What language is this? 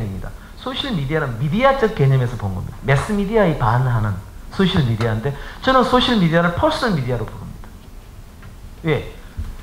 Korean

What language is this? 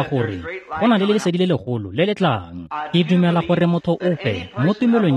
Tswana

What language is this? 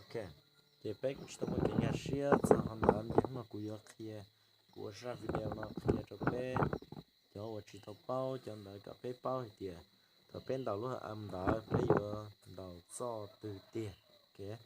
Hmong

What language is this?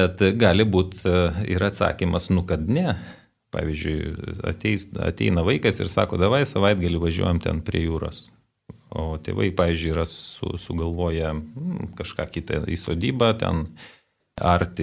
Lithuanian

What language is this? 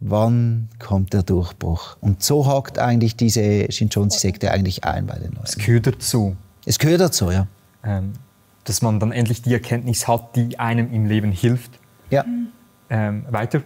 Swiss German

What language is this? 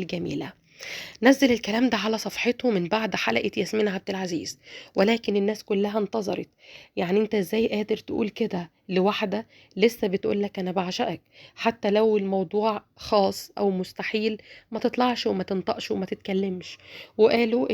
Egyptian Arabic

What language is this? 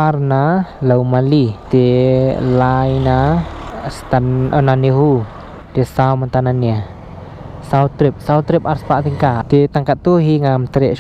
Khasi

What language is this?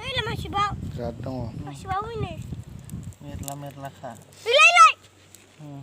Bodo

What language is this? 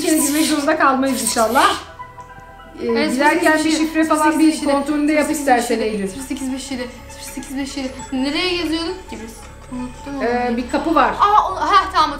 Turkish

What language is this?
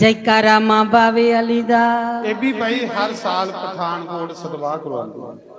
Dogri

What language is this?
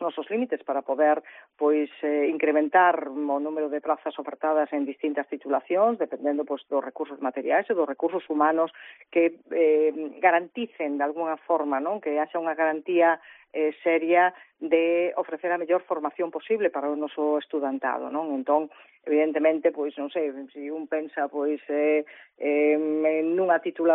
Galician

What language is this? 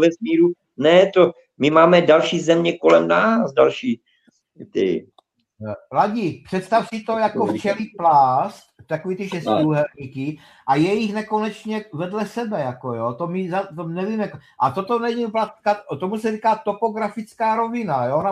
Czech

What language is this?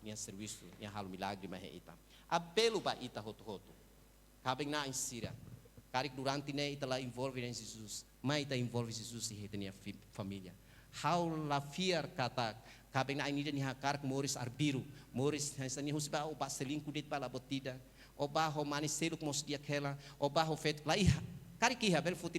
Tetum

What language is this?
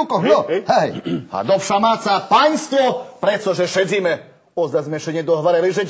Rusyn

